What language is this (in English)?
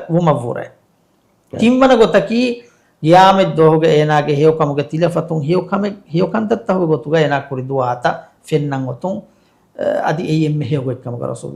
Divehi